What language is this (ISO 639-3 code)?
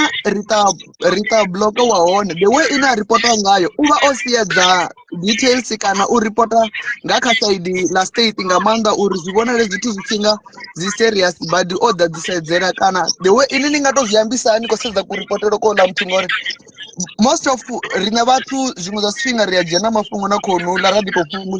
ven